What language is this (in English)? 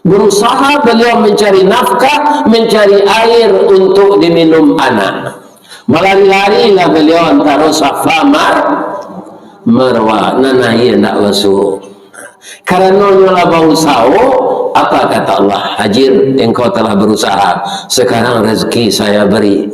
Minangkabau